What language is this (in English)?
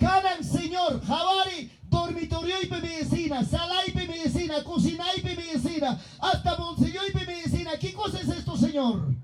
Ayacucho Quechua